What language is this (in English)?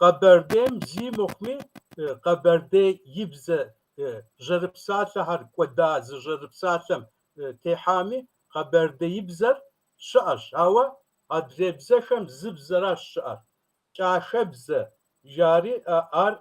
Kabardian